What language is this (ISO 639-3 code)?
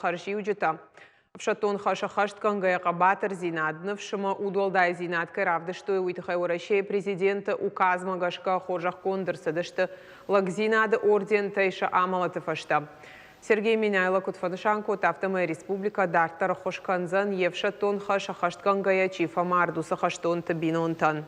oss